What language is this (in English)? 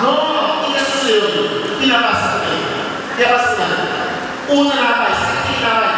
Papiamento